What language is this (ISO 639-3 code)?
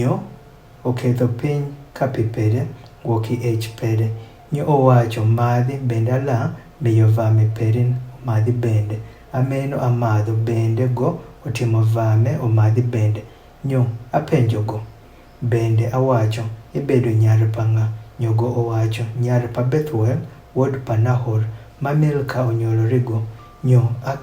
adh